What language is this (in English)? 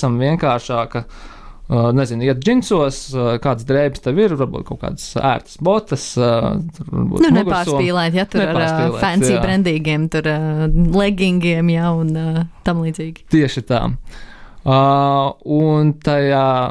Latvian